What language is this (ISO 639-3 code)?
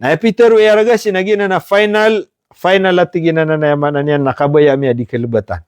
mrw